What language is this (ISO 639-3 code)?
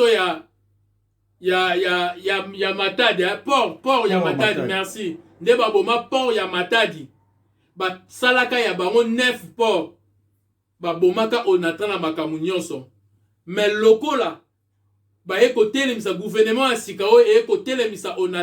lin